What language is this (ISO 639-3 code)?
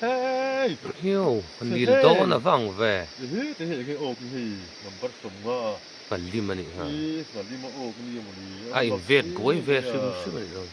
lus